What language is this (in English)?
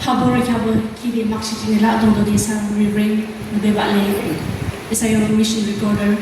Yimchungru Naga